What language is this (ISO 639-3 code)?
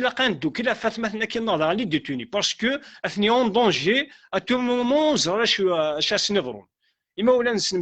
kab